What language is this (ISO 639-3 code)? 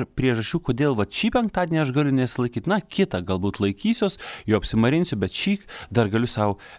lit